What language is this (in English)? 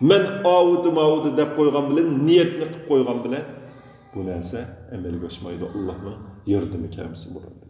Uyghur